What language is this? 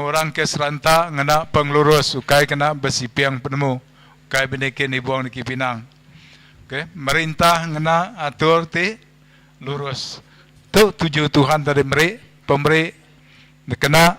Iban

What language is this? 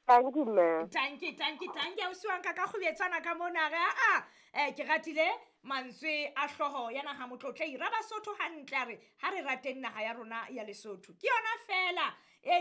Southern Sotho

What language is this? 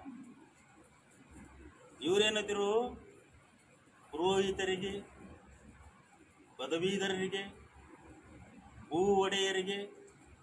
Kannada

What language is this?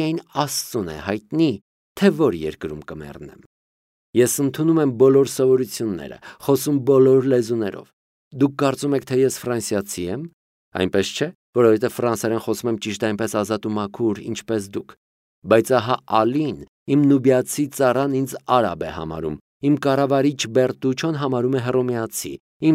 Armenian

